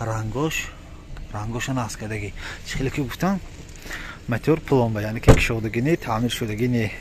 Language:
Tajik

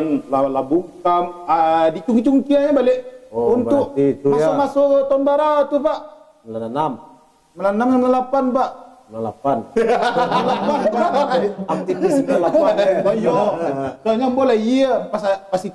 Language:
Minangkabau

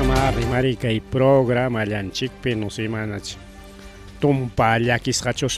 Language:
Ayacucho Quechua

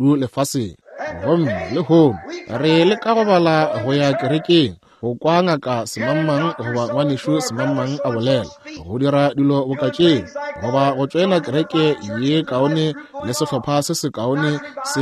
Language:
Northern Sotho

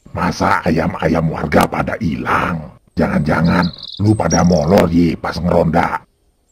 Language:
Betawi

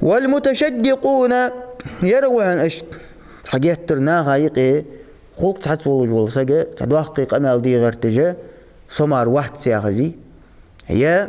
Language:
Ingush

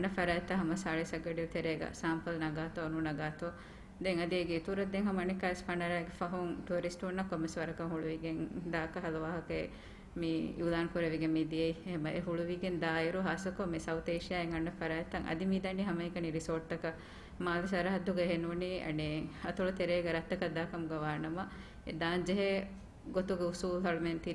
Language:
Divehi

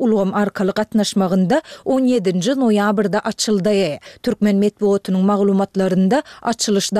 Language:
Turkmen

